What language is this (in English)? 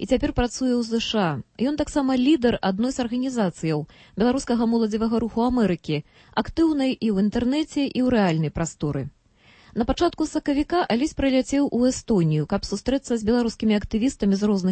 Belarusian